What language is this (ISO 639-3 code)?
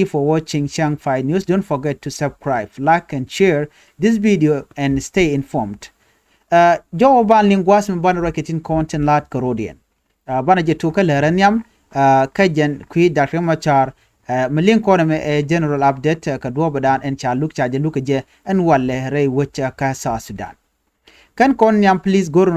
nus